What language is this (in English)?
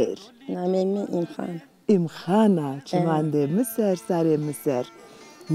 Zaza